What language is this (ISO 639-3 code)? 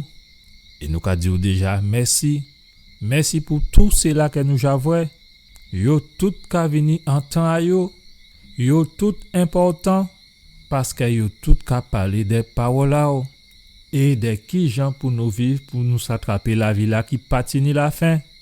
gcf